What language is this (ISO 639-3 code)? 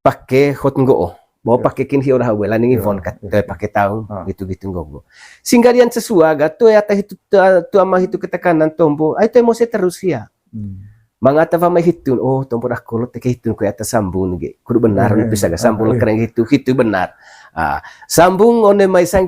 mqy